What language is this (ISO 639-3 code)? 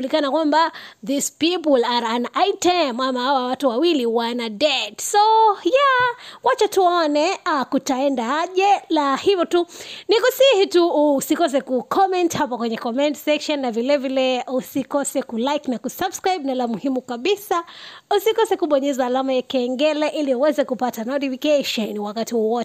swa